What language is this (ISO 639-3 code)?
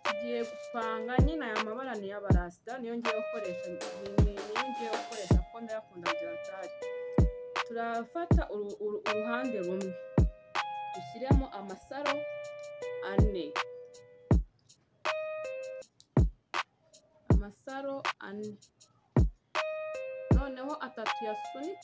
kin